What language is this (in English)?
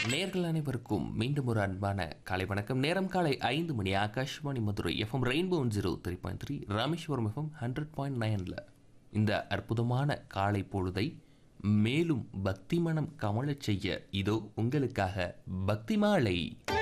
Tamil